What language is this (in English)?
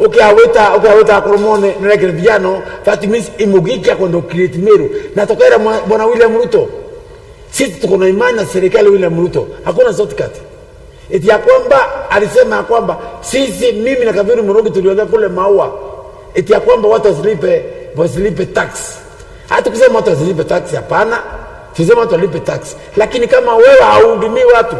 Meru